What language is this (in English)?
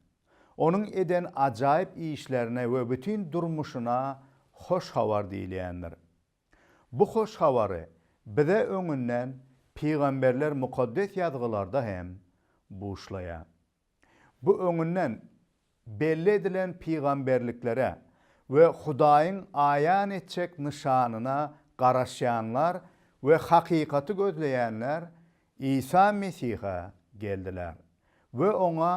Turkmen